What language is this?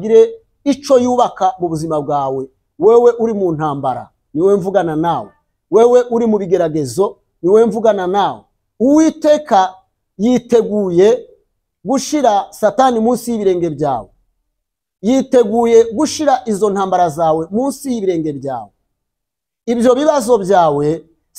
Kinyarwanda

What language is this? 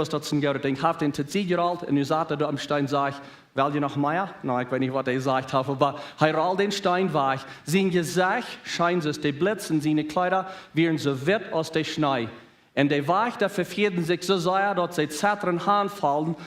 Plautdietsch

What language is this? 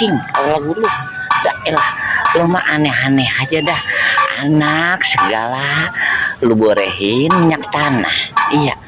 Betawi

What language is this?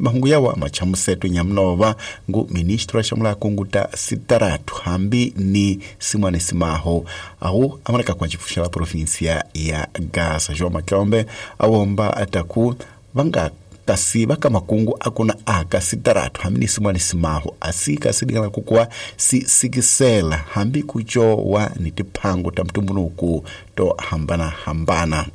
Tsonga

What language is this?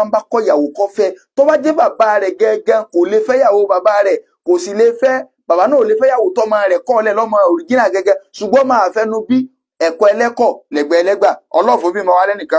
Yoruba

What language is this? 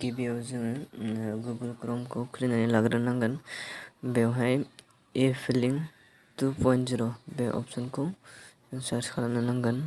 Bodo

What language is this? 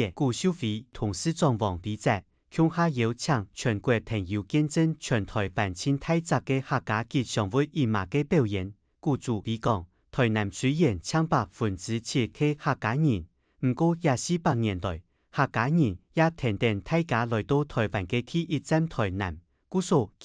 Hakka Chinese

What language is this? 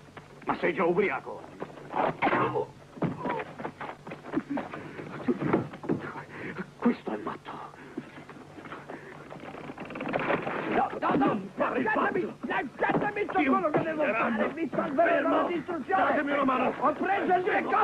Italian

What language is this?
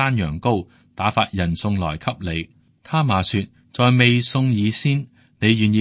Cantonese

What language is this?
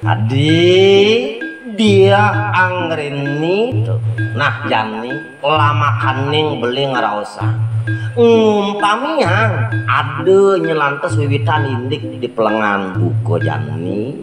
Balinese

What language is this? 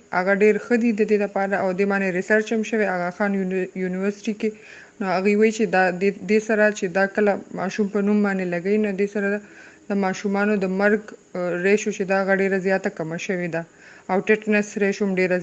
Pashto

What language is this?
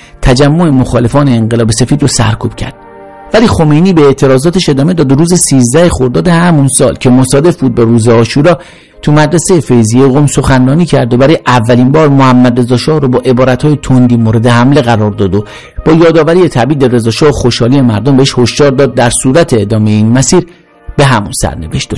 Persian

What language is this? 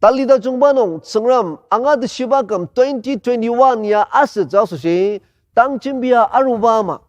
Ao Naga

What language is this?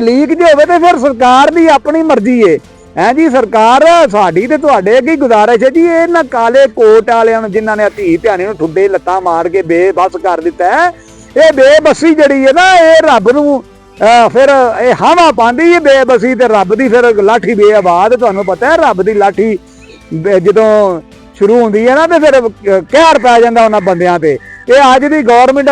Western Panjabi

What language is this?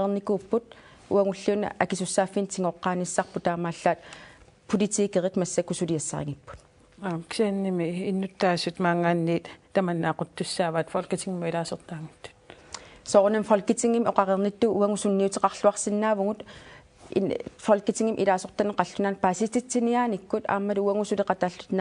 Kalaallisut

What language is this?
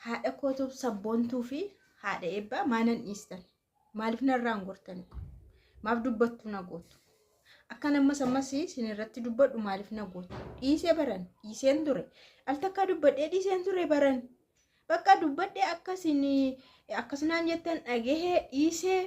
Oromo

